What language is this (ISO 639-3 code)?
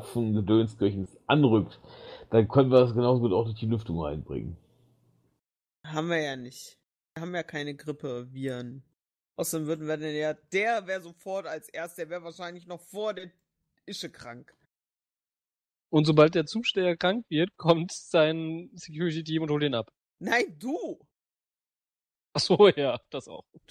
deu